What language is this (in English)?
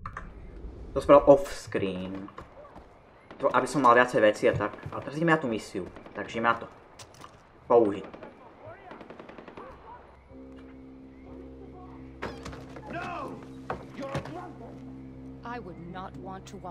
Slovak